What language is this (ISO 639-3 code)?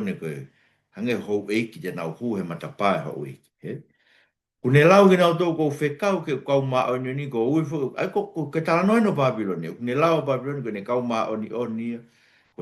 ton